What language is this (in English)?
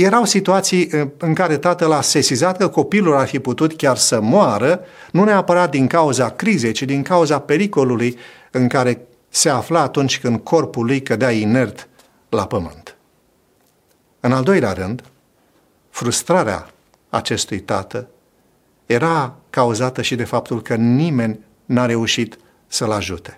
Romanian